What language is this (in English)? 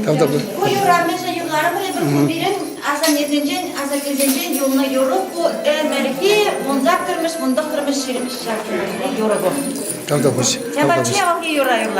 Chuvash